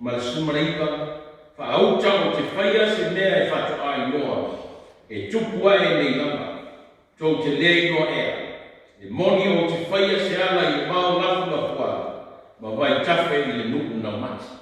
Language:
Samoan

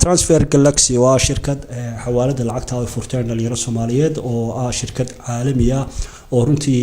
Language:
Somali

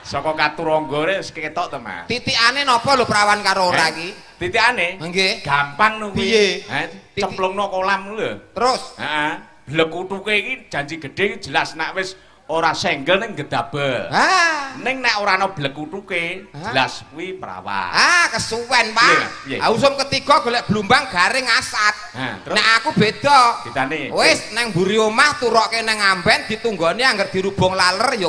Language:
Javanese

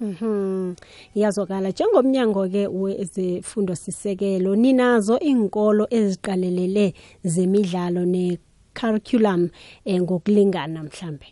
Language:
South Ndebele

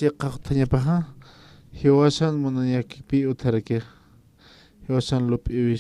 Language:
Aymara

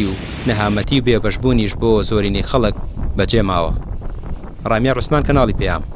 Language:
Central Kurdish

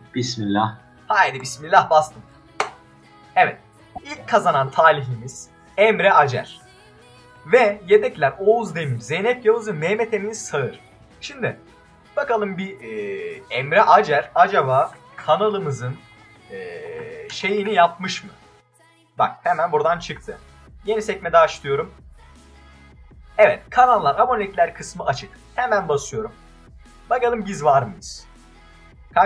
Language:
Turkish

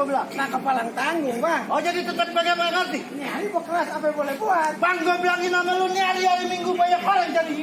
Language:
Betawi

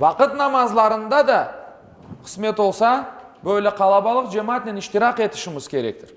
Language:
Crimean Tatar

